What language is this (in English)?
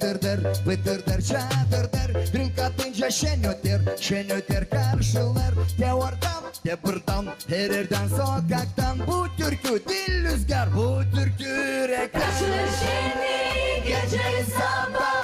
Gagauz